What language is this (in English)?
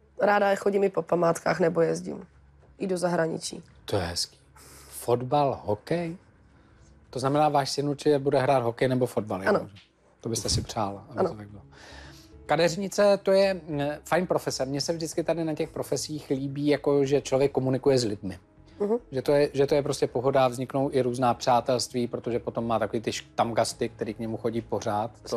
Czech